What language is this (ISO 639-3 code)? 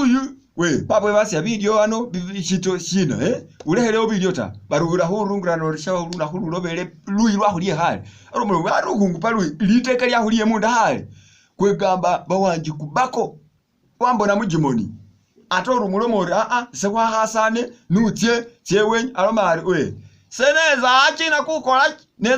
myx